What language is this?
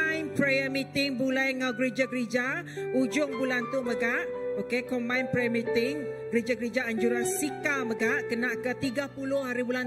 Iban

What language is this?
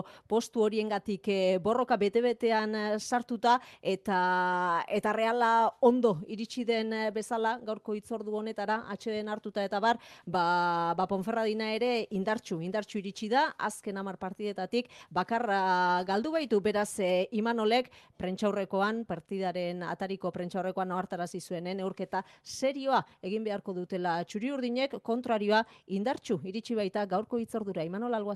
Basque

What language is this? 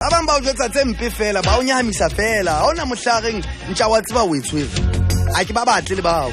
Southern Sotho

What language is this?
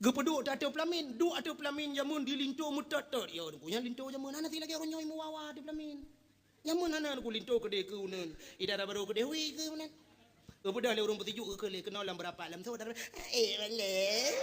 Achinese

